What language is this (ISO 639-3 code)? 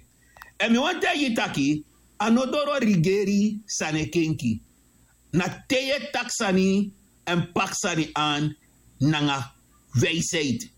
srn